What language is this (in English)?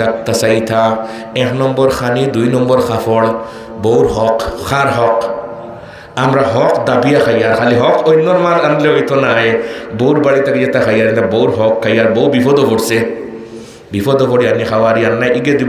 Sylheti